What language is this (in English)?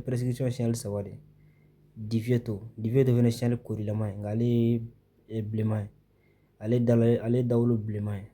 Bambara